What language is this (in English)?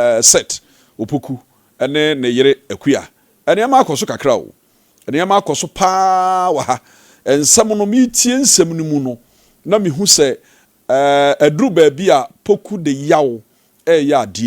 Akan